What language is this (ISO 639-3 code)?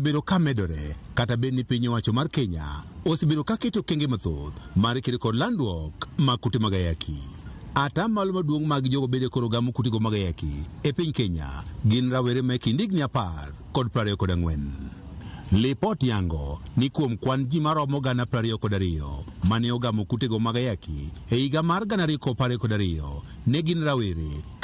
luo